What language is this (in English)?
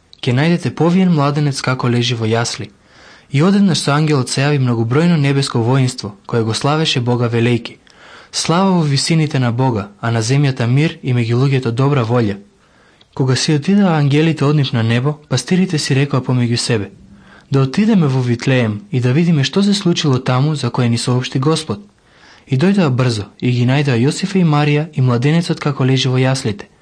Macedonian